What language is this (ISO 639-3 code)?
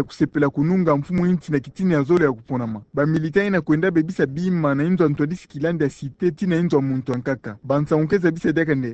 ktu